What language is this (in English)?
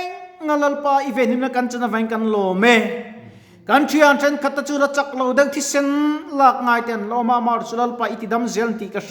Mizo